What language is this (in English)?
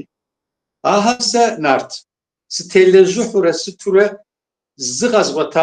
Kabardian